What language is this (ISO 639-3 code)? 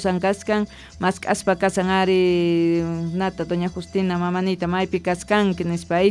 que